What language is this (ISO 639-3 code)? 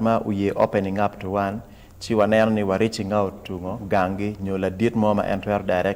ach